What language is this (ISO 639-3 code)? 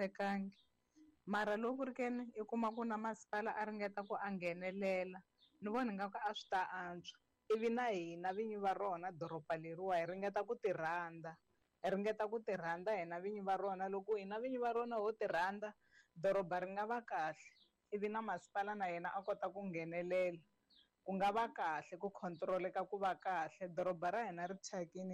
tso